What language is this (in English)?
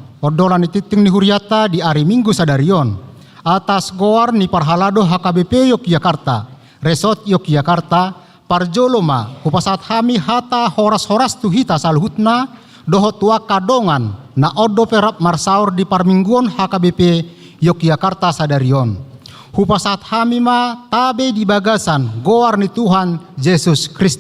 Batak Toba